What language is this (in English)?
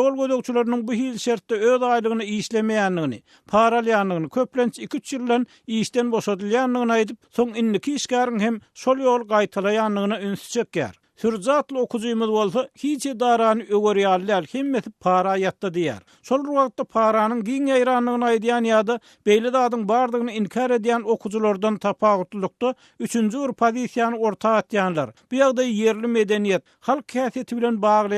Turkmen